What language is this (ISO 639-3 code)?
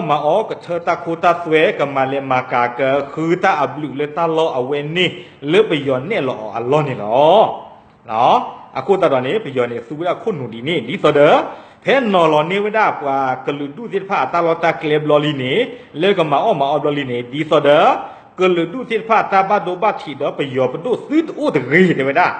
ksw